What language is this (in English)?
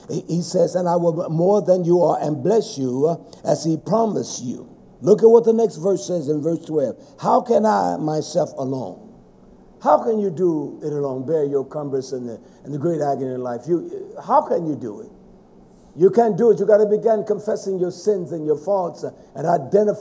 English